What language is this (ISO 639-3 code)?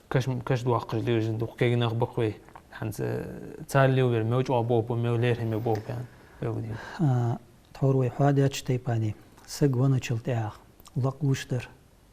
inh